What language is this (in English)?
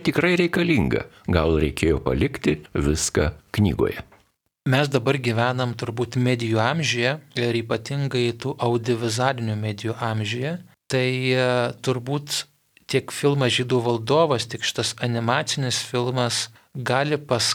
Lithuanian